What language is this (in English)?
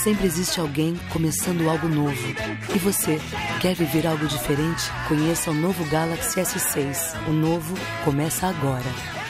Portuguese